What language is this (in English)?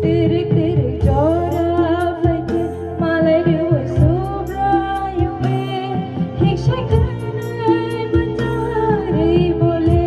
Kok Borok